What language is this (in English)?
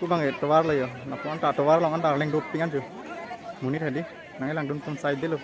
Karbi